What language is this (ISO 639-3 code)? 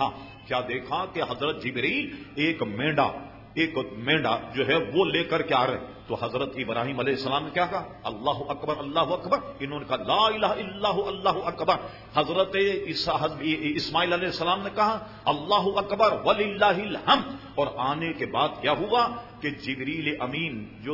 urd